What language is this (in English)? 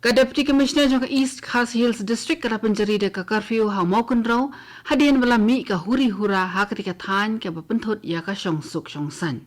Khasi